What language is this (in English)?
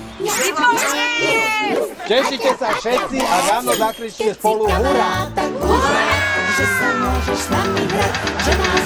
Slovak